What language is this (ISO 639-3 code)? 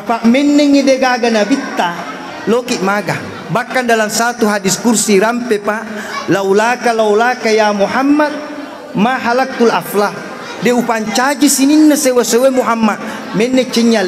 bug